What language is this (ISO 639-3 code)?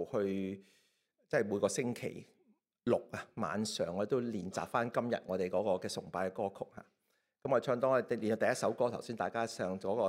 yue